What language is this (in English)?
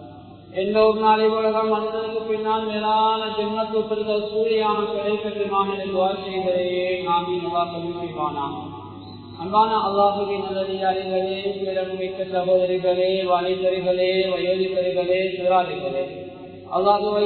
Tamil